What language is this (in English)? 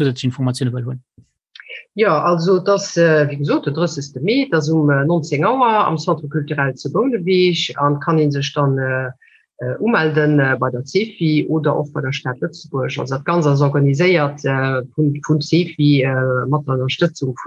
Luxembourgish